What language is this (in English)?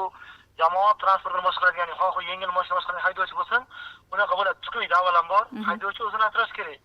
Uzbek